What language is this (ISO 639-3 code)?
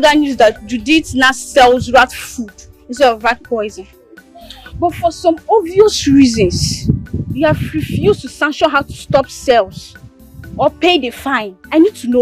pcm